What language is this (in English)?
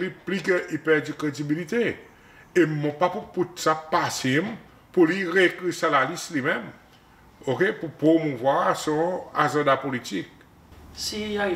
Seselwa Creole French